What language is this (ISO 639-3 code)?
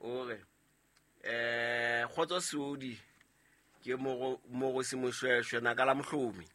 sot